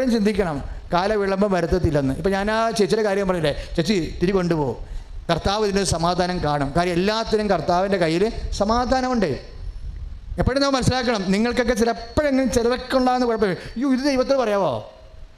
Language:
Malayalam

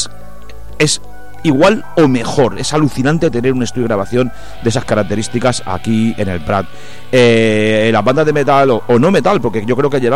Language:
Spanish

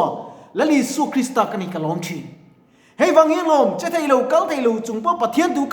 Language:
Mizo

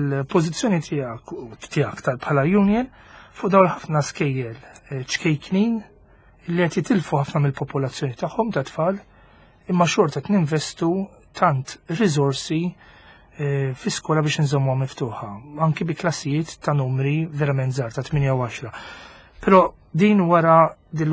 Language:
Maltese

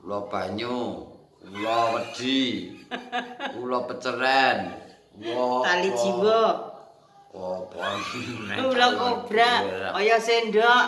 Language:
Javanese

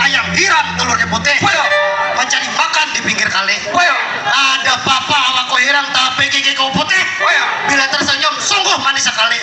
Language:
Banjar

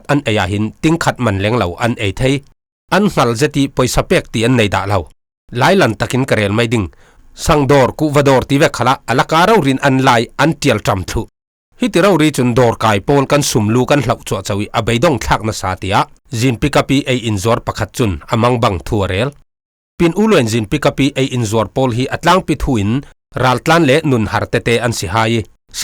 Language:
Falam Chin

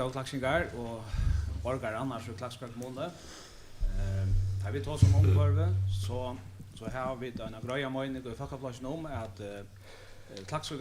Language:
Faroese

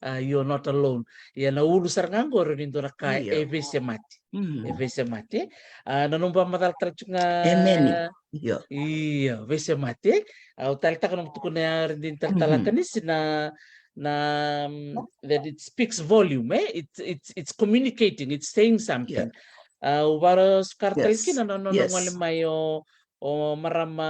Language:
Fijian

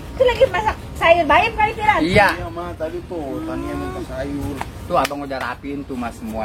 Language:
Betawi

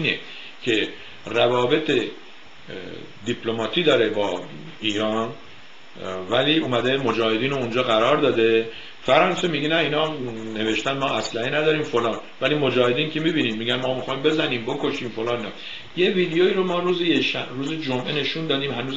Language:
Persian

